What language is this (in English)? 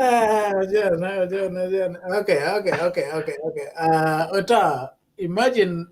Acoli